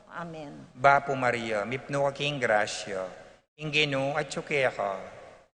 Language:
Pampanga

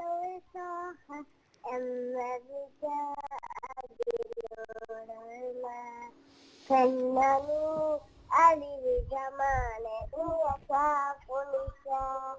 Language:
Divehi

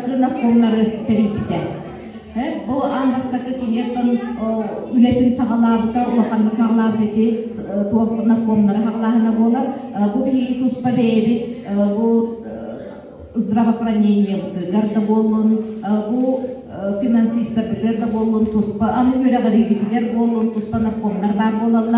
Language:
Yakut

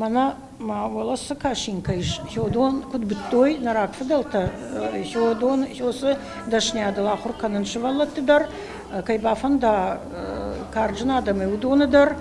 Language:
Ossetic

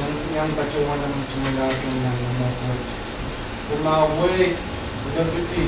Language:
Pohnpeian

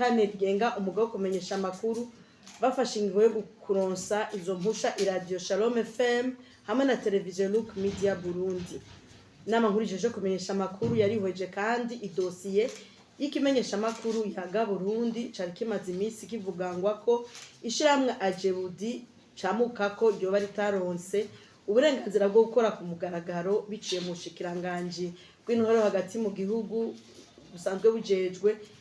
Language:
Rundi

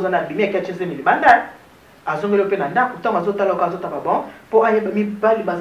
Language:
Lingala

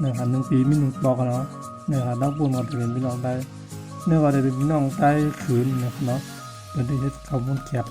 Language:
Shan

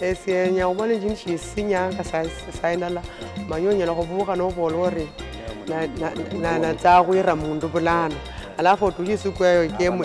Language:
Luyia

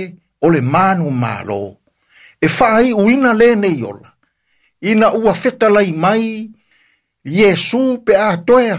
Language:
Samoan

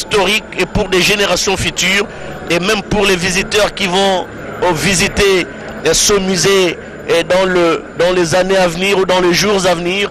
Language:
French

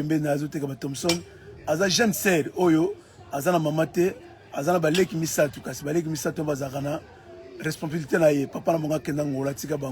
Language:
Lingala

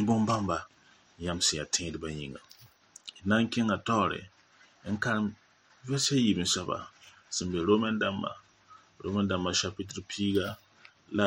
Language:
Mossi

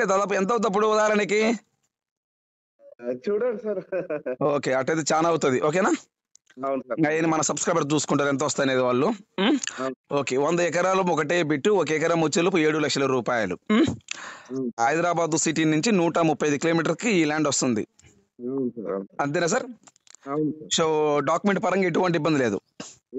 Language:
Telugu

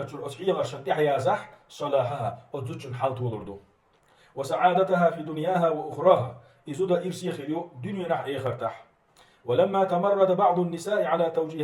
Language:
Chechen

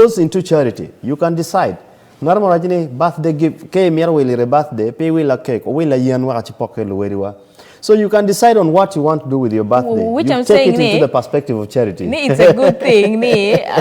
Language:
Acoli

